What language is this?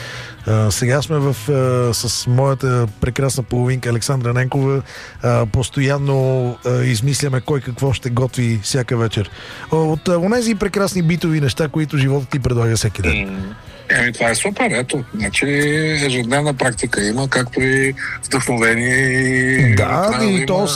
Bulgarian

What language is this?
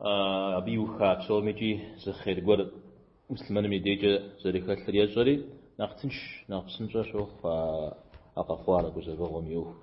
Kabardian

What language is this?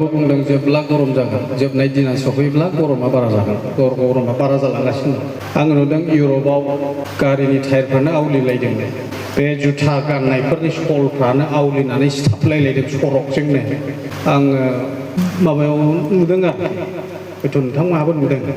Bodo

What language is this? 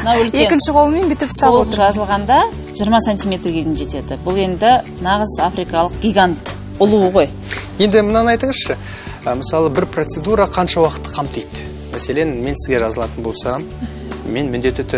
Kazakh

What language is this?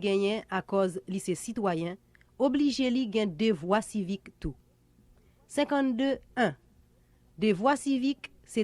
Haitian Creole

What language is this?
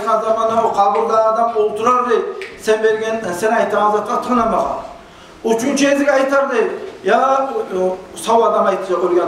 Kumyk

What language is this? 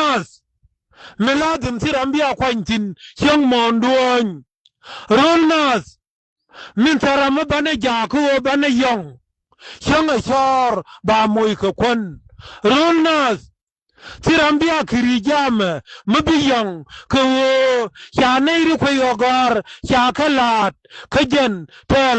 Nuer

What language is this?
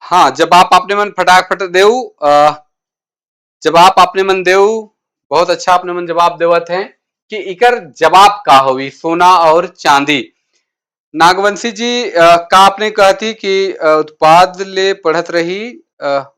Sadri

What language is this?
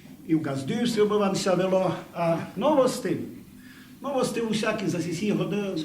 Rusyn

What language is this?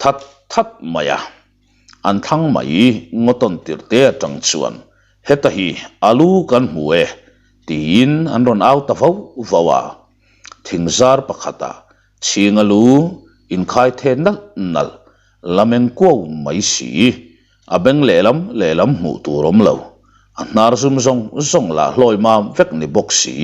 Mizo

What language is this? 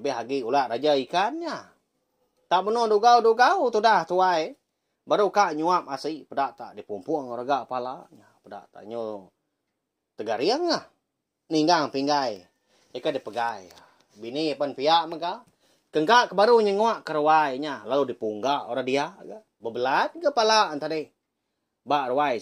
Iban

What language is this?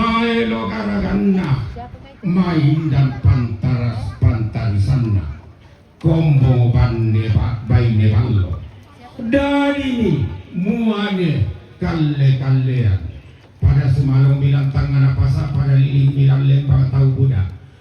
Toraja-Sa'dan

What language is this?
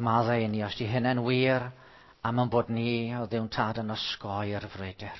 Welsh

